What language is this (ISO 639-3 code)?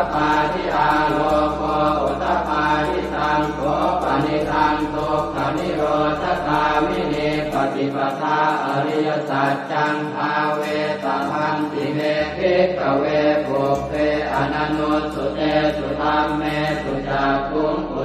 pli